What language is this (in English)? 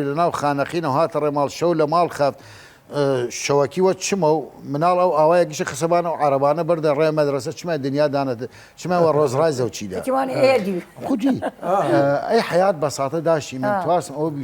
Southern Kurdish